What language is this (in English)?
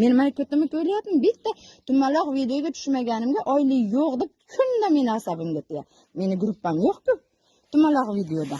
Uzbek